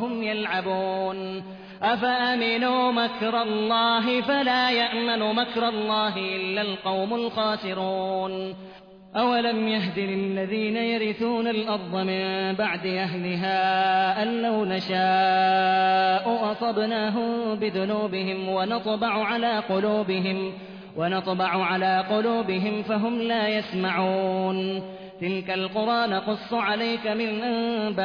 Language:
Arabic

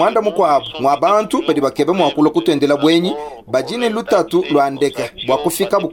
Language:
Luba-Lulua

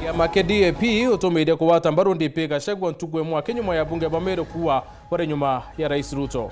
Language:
Meru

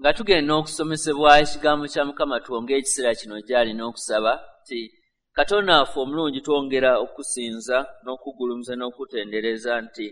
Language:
Ganda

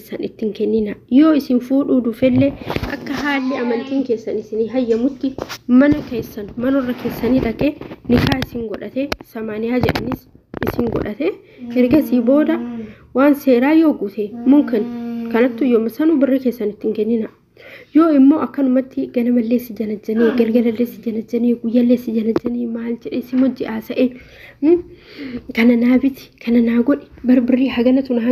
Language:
Oromo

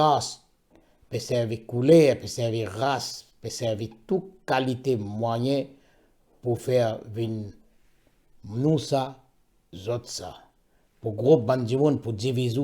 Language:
Morisyen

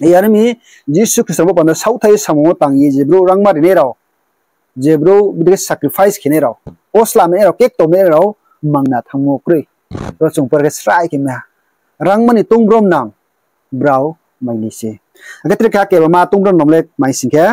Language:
Riang (India)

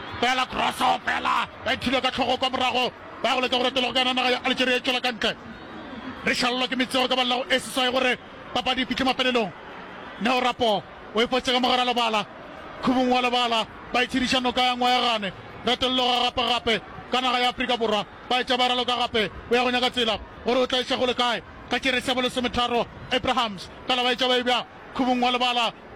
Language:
Northern Sotho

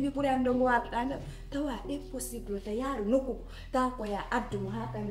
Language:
Fula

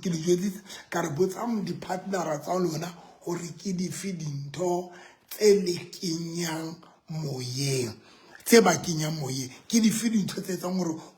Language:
Southern Sotho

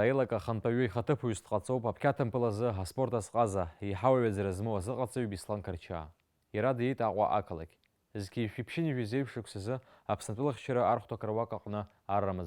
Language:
Abkhazian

